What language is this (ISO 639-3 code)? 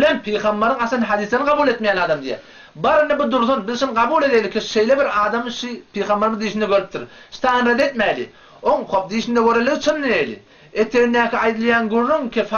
tuk